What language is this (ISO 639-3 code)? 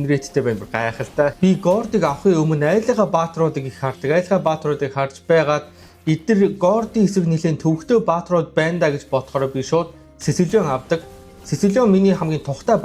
mon